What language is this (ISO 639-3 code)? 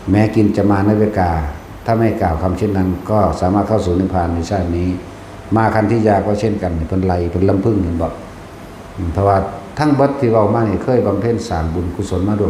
tts